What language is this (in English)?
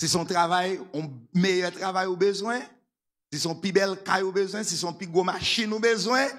Haitian Creole